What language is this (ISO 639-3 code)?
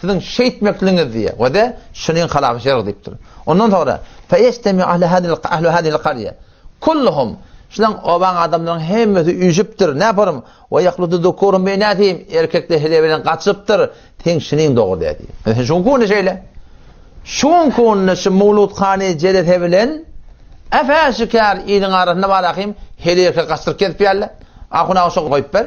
tuk